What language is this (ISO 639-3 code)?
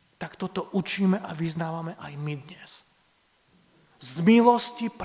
slk